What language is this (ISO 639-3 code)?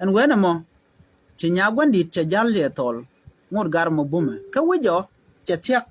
nus